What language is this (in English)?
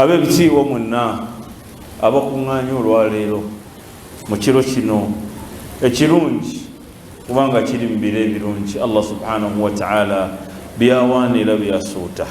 Ganda